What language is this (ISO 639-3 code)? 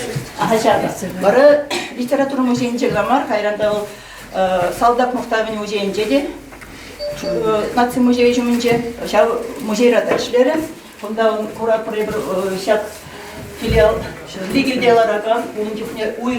chv